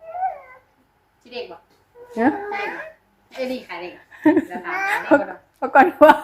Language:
Northeastern Thai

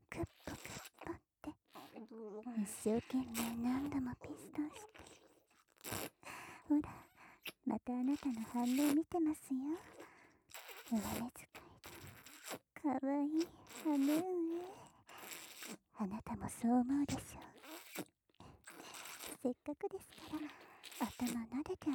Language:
Japanese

